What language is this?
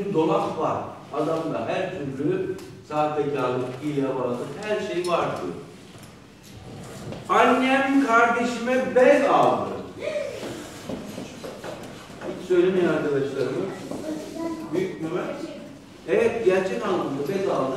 Turkish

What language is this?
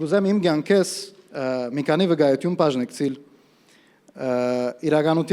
Western Armenian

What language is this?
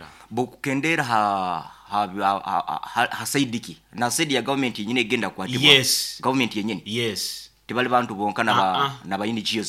Nyoro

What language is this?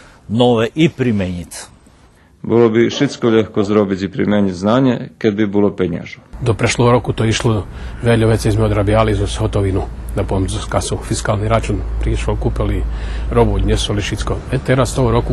Rusyn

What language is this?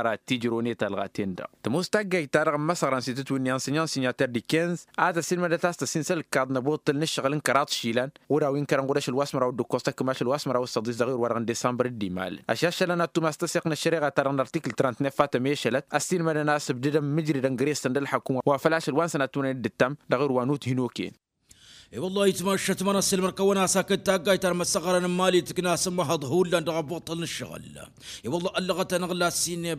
Tamasheq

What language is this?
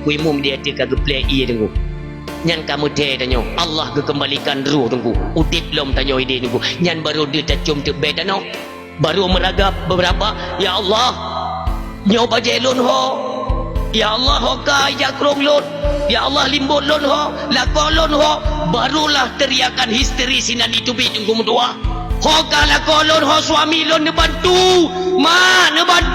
Achinese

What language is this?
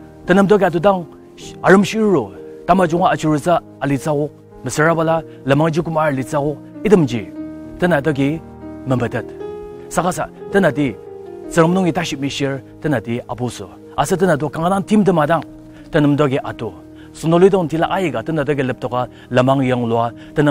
Ao Naga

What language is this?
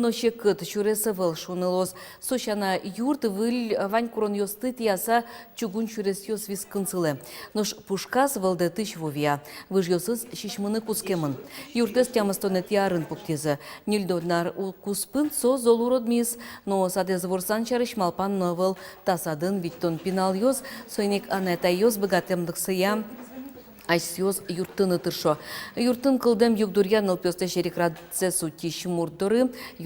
Udmurt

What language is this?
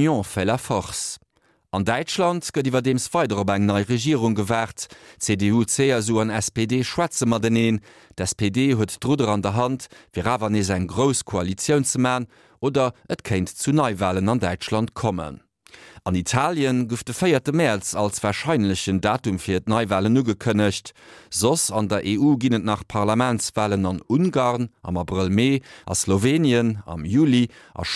Luxembourgish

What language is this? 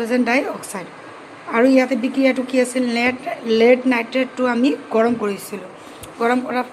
Assamese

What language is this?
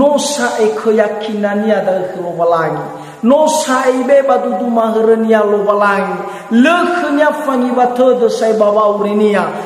Nias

